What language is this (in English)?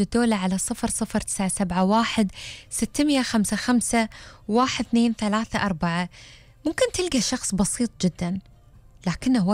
Gulf Arabic